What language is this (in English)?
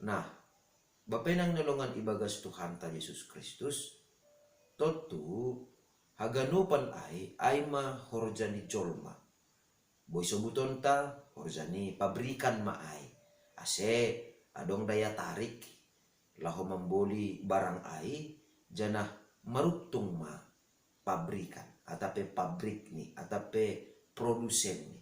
Batak Simalungun